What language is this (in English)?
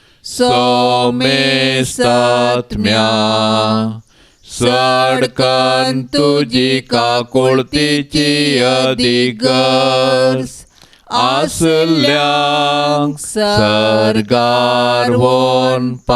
Konkani